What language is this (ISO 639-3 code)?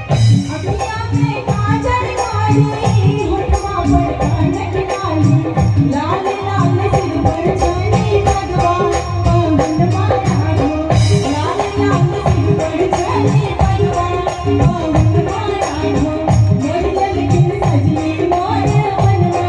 mai